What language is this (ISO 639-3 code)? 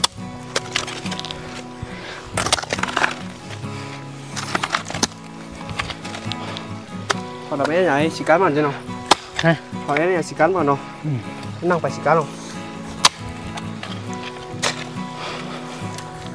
vie